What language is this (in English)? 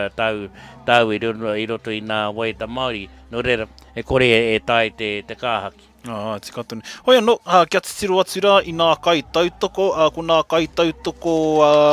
Māori